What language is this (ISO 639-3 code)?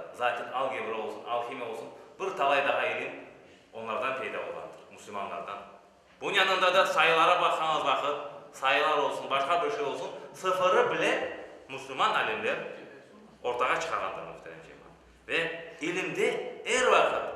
crh